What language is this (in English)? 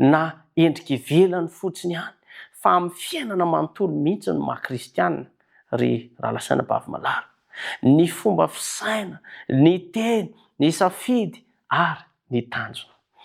Malagasy